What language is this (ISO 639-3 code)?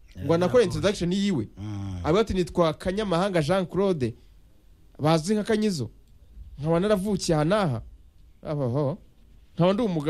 kin